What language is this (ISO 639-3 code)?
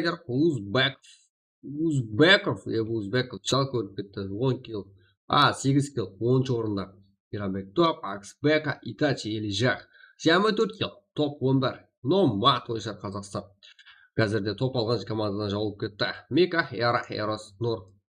kaa